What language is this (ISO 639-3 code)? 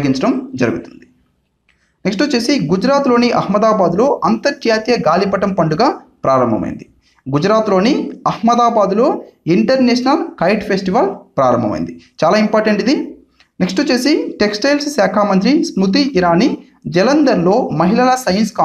tel